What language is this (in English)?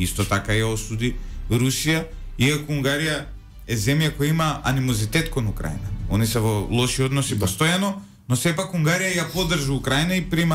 Macedonian